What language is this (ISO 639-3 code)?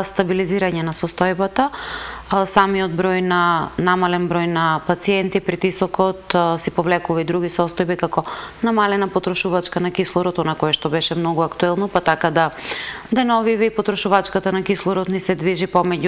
mkd